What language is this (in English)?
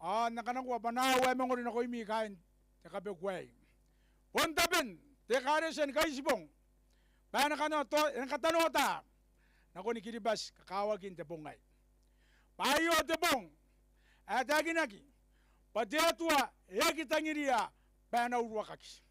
Gilbertese